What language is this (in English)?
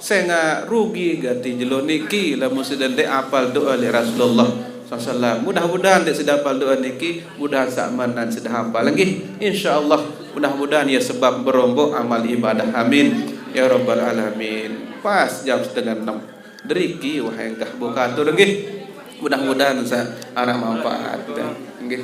Sasak